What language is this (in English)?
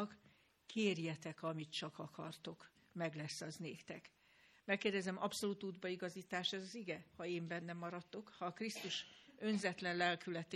Hungarian